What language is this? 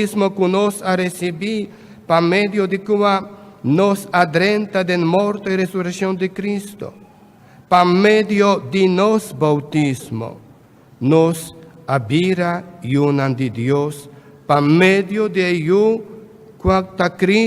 Papiamento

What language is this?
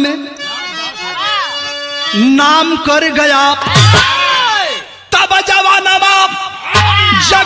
Bhojpuri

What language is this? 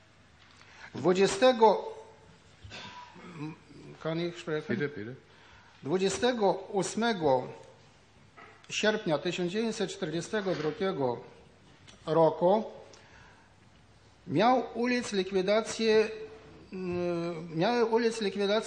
Polish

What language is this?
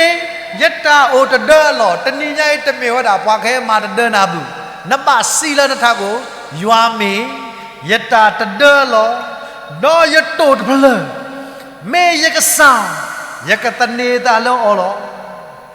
S'gaw Karen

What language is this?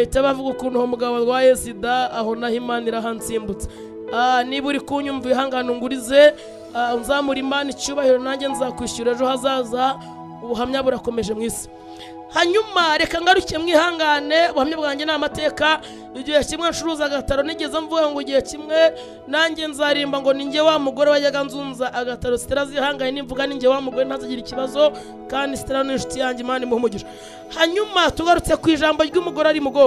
Kinyarwanda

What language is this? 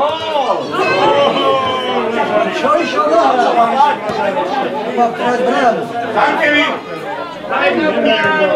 Slovak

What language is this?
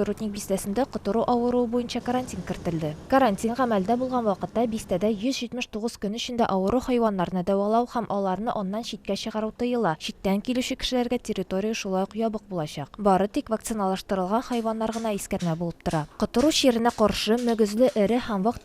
Tatar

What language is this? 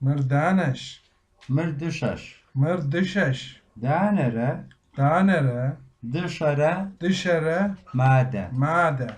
Kabardian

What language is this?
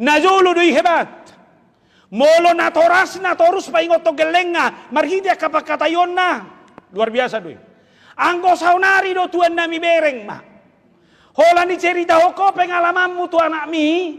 Batak Toba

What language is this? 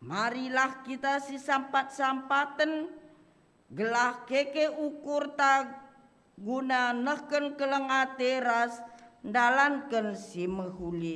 Batak Karo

